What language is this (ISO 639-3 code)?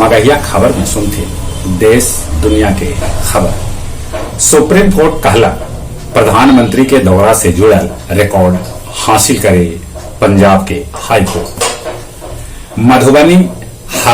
mag